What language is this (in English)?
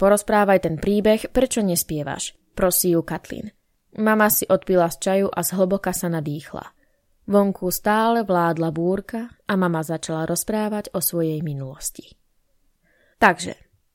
Slovak